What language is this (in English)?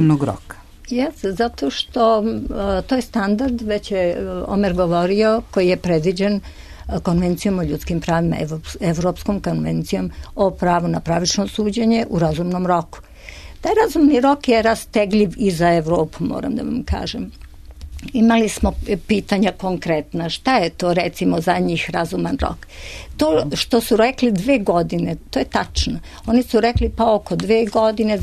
Serbian